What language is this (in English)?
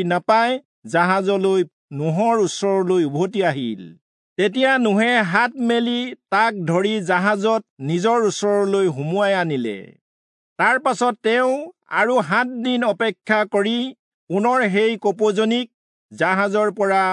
Assamese